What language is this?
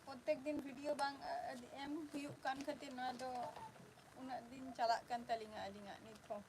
Santali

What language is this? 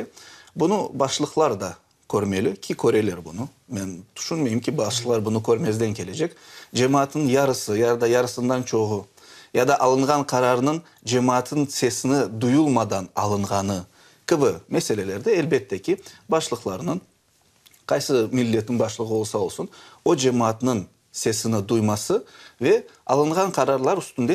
Crimean Tatar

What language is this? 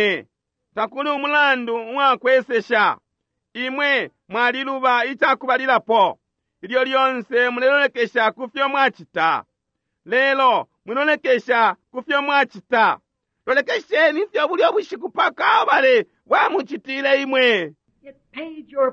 Bemba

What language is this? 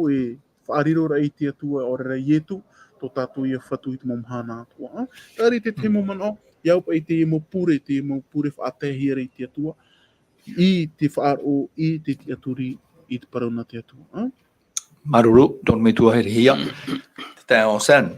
Tahitian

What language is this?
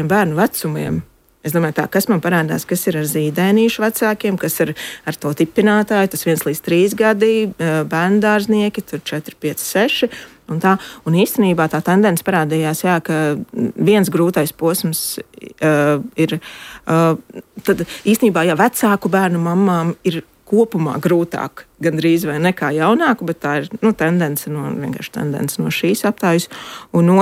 Latvian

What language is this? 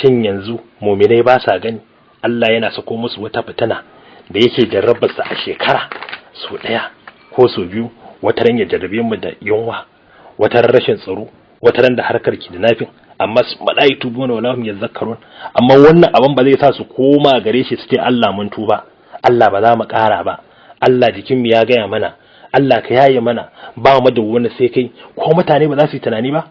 Hausa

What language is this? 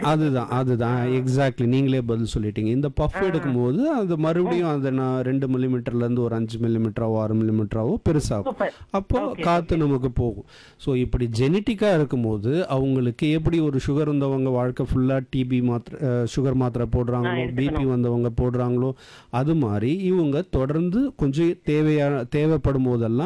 Tamil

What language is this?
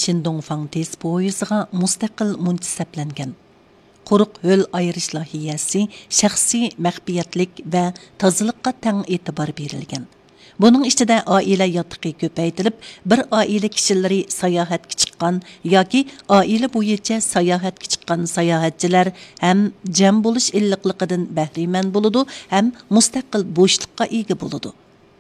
Uyghur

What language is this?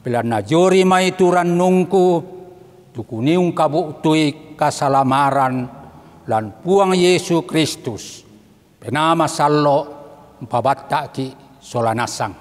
Toraja-Sa'dan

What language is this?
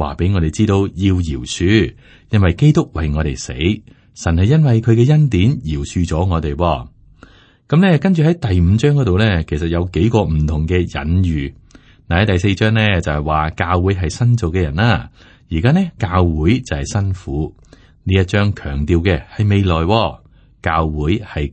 Cantonese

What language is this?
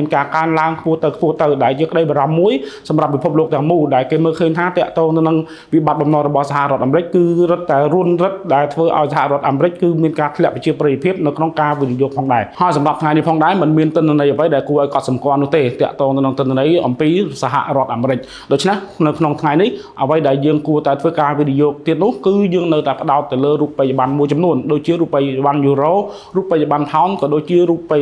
Khmer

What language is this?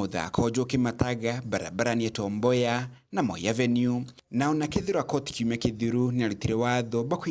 Meru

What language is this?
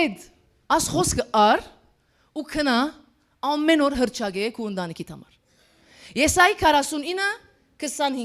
Western Armenian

